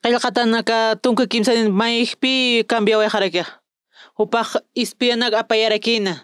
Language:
Aymara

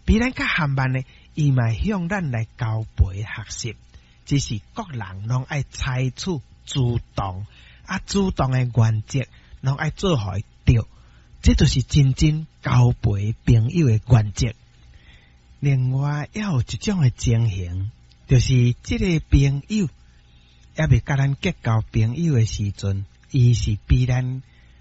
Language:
Min Nan Chinese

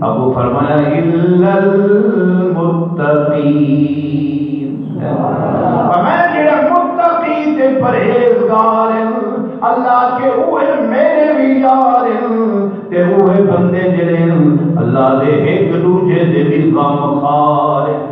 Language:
Saraiki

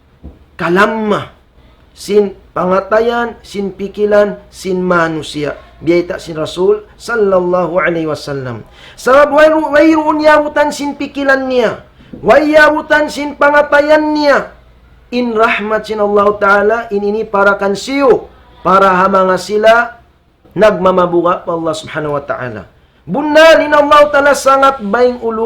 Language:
Tausug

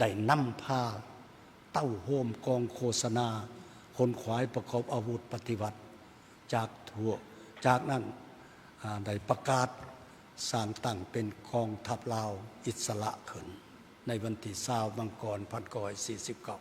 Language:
Lao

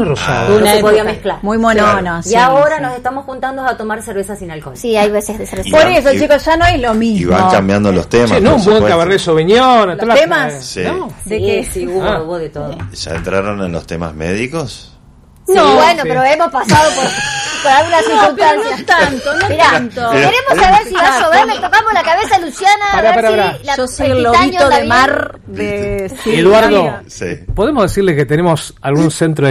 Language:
Spanish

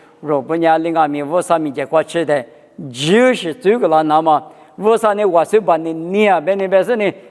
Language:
Lisu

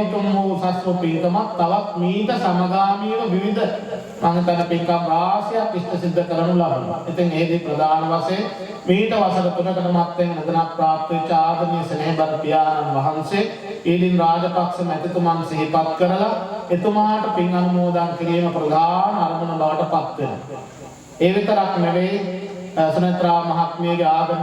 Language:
Sinhala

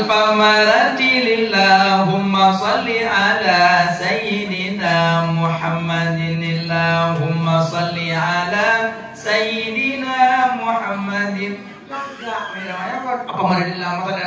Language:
Achinese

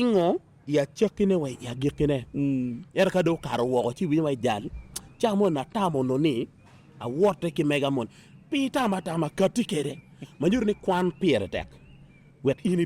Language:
Acoli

